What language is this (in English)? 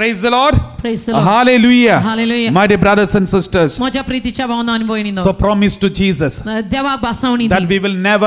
Konkani